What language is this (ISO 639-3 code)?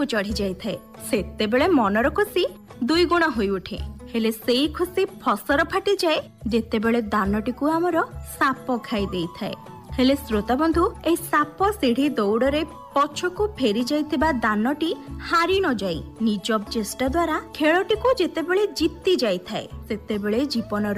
ori